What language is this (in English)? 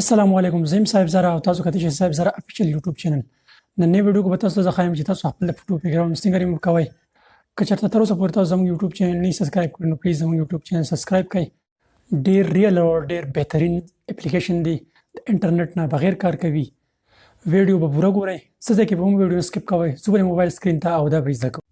Pashto